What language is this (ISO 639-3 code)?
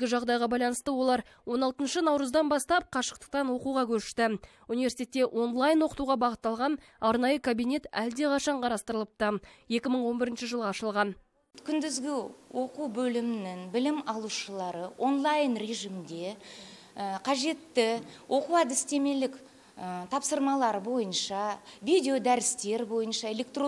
kaz